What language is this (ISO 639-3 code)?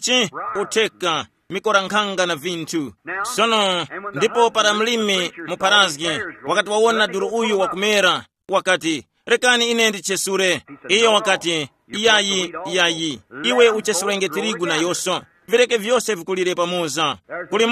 tum